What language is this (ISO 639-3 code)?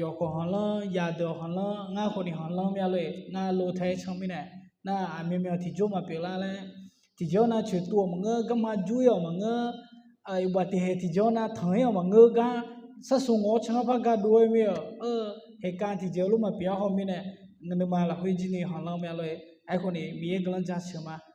ahk